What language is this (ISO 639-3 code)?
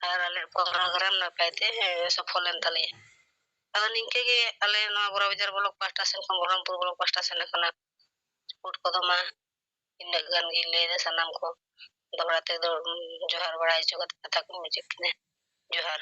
sat